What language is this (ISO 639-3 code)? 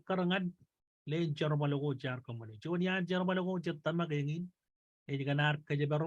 mah